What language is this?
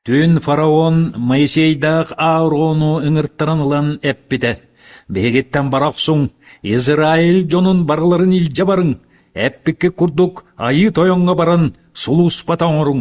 Yakut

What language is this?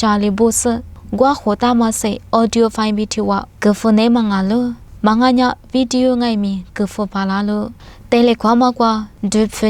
Lisu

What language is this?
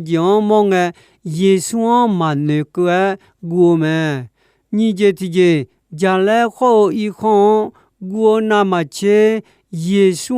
Akha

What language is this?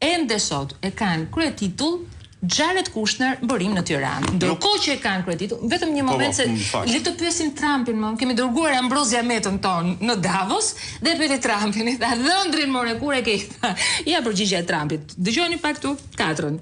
Albanian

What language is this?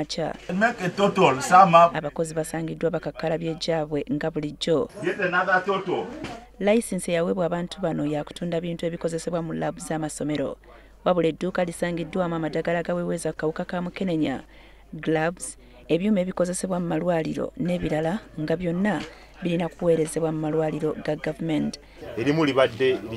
Ganda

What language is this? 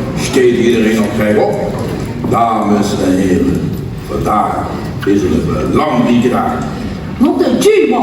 Limburgish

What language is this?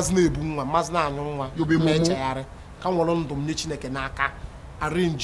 Igbo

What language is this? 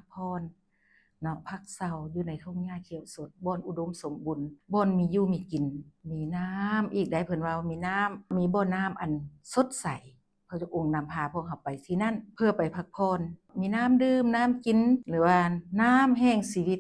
Lao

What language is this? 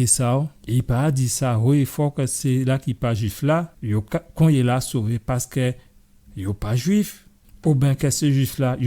Guadeloupean Creole French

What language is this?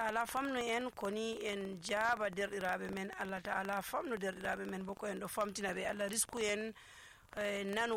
Nigerian Fulfulde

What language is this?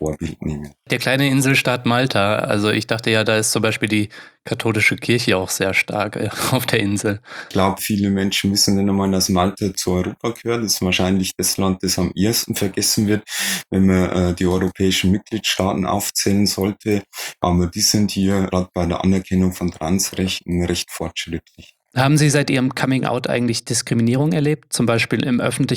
German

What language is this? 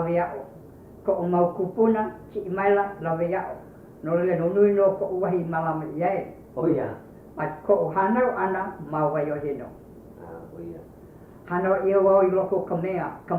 Hawaiian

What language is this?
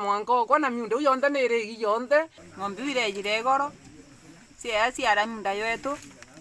Meru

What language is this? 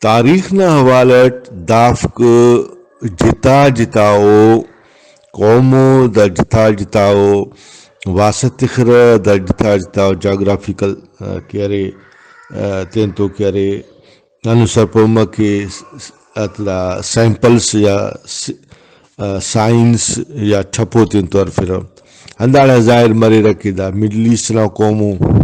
Brahui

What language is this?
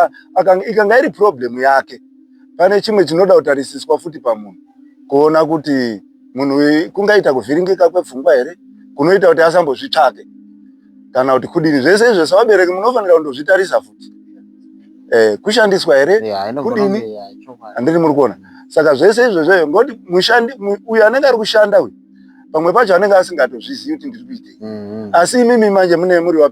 Shona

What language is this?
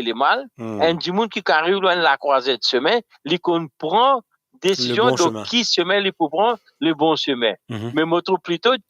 Morisyen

